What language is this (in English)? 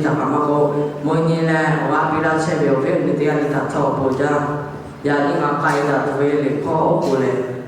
Lahu